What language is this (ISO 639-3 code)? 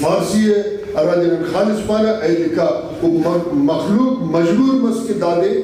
brh